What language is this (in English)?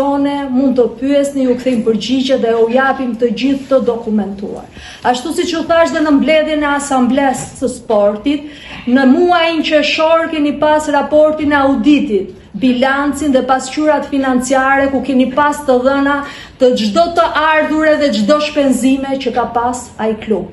Albanian